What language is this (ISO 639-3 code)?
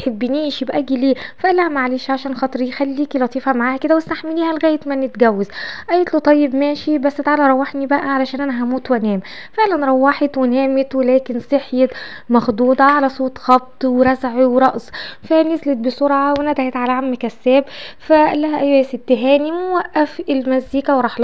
arz